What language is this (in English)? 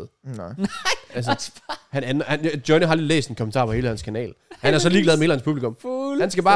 Danish